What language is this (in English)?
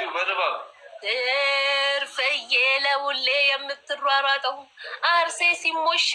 Amharic